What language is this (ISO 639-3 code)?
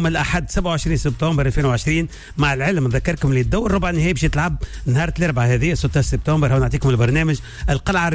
aeb